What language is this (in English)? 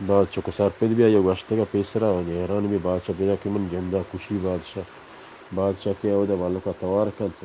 Baluchi